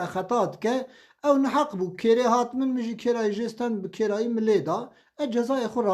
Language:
Kurdish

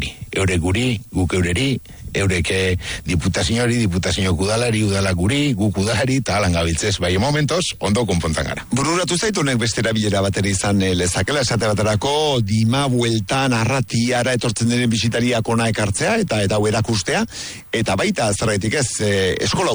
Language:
Basque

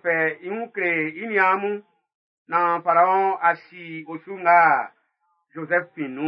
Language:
Baoulé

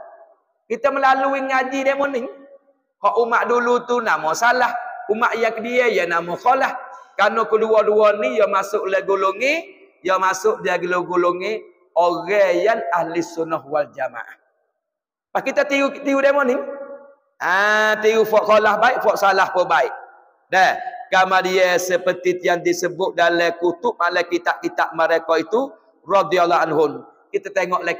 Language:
Pattani Malay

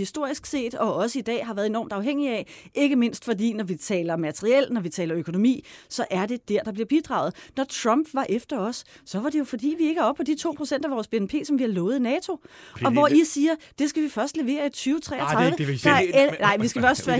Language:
Danish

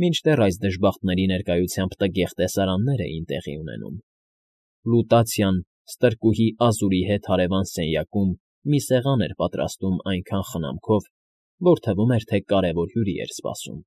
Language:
Armenian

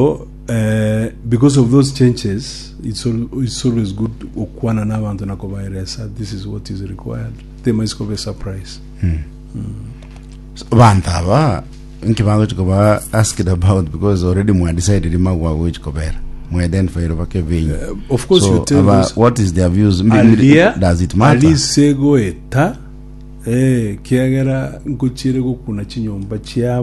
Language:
Gusii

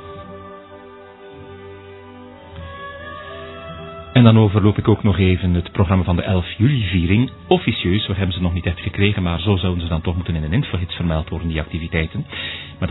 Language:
Dutch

